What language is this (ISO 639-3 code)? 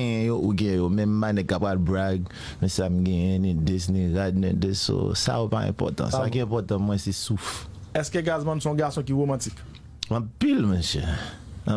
hat